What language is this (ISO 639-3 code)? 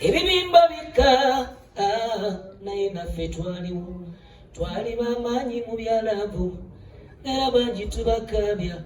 lug